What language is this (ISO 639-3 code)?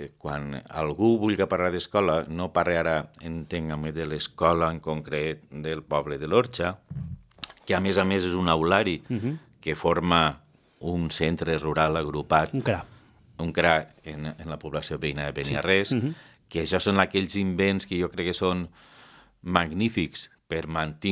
cat